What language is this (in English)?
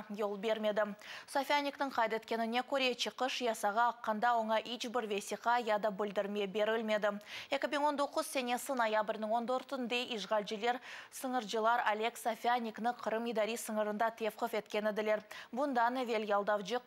Crimean Tatar